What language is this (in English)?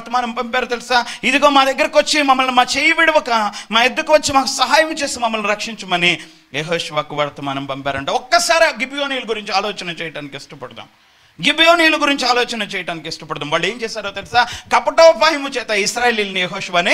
Telugu